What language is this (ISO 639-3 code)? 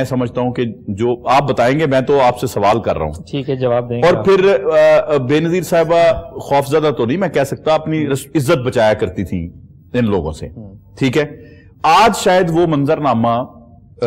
urd